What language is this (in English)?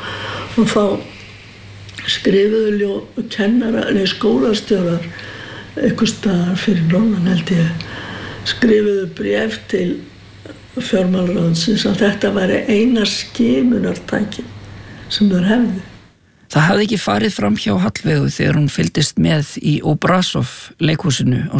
Icelandic